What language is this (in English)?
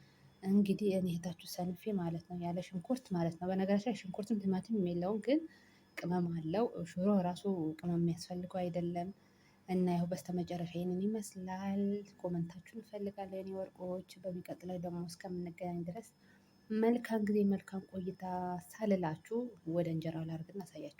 Amharic